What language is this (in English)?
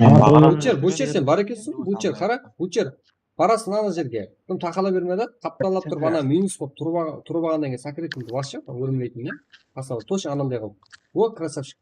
Kara-Kalpak